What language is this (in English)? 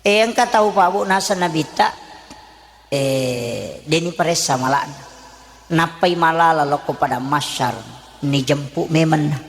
Buginese